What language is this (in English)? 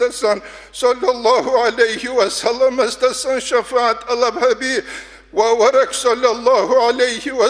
Avaric